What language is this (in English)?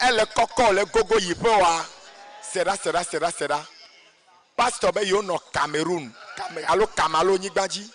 Ewe